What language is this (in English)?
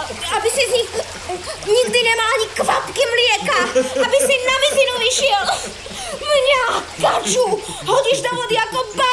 Slovak